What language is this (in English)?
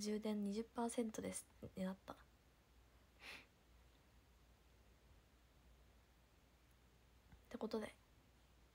Japanese